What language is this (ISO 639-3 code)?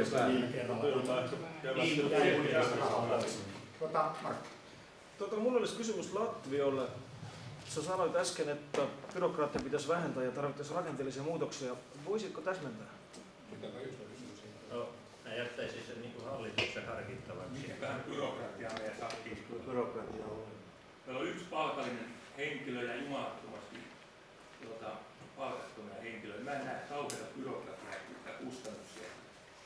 fin